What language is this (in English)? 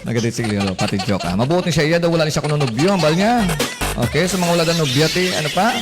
Hiligaynon